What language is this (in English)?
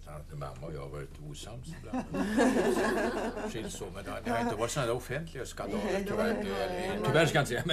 Swedish